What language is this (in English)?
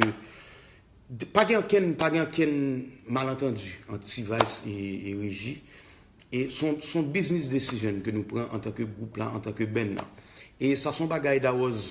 Haitian Creole